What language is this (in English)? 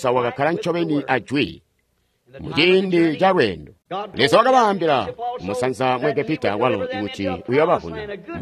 Tonga (Zambia)